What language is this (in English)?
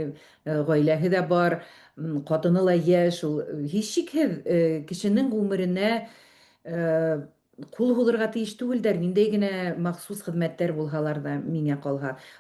Bashkir